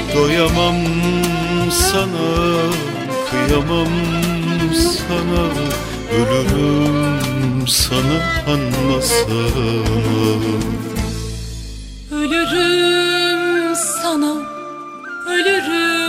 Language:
Turkish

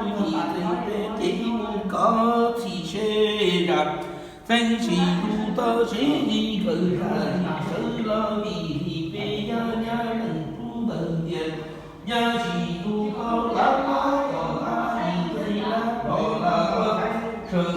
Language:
Hmong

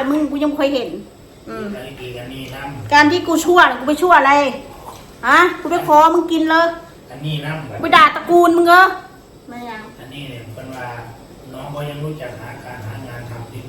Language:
Northeastern Thai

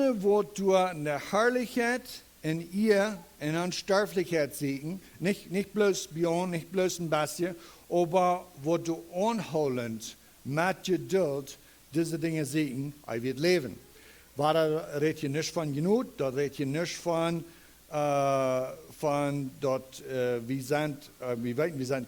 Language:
Plautdietsch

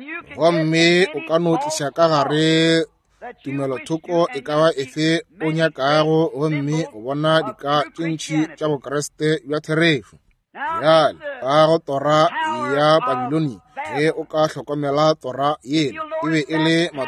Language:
Northern Sotho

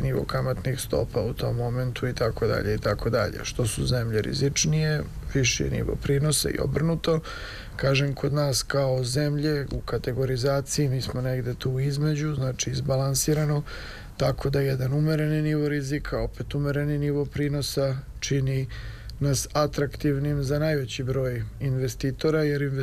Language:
Serbian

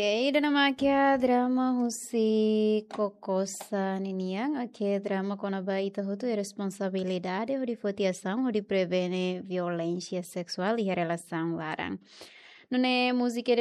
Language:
Tetum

